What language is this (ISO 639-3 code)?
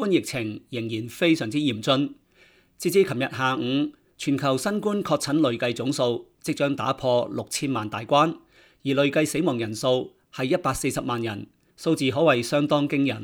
yue